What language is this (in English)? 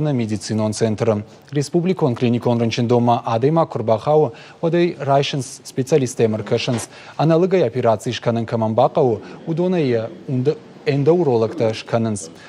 Ossetic